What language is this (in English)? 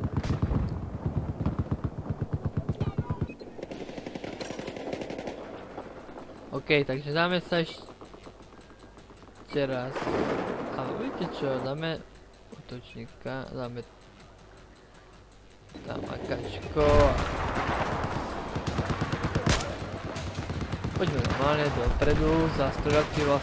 Slovak